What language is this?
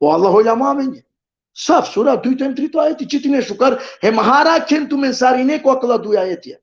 Balkan Romani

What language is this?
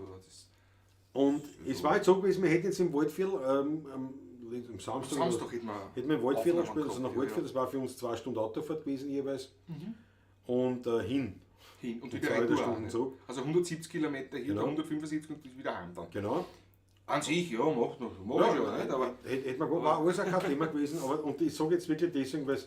Bavarian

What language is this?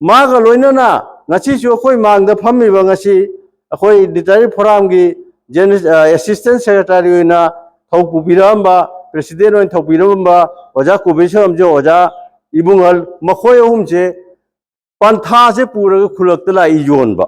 Manipuri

